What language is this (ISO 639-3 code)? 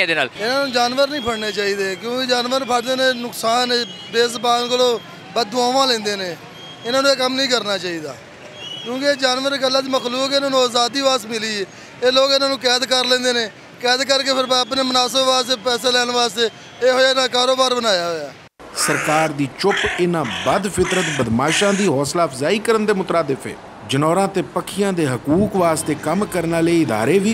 lah